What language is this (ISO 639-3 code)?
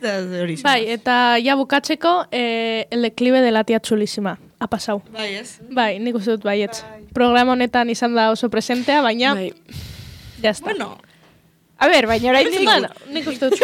eus